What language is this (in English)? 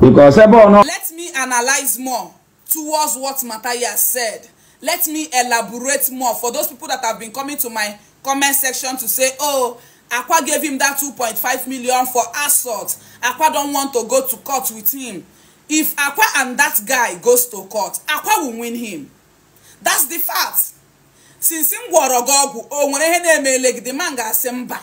Igbo